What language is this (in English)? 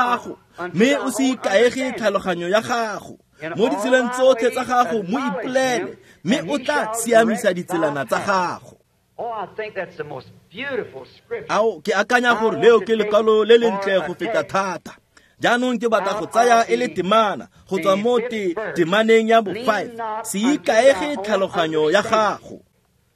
Tswana